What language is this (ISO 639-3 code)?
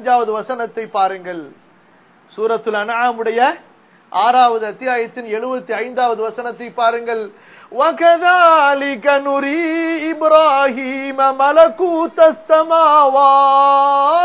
tam